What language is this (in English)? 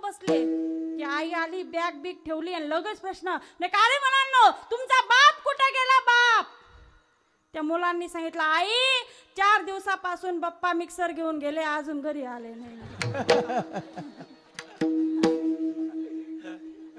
Marathi